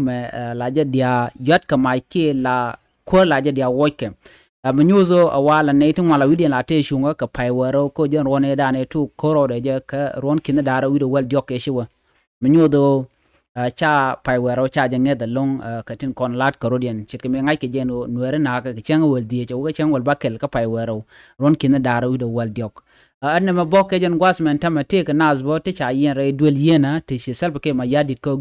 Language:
Nuer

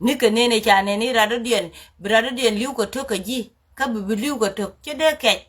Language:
Nuer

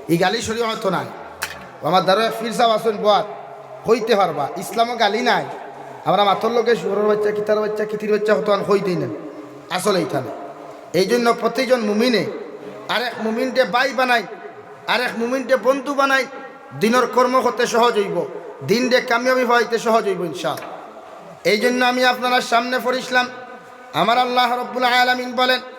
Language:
Sylheti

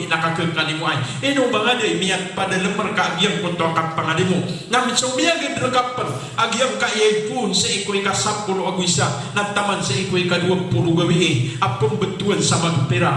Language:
Maranao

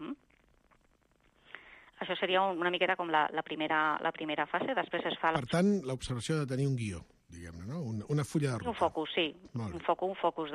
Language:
Catalan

